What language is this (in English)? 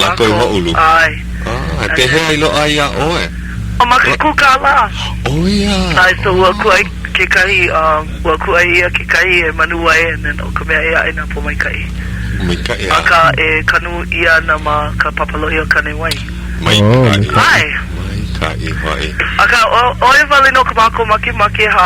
Hawaiian